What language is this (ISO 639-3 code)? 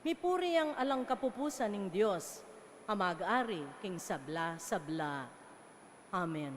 pam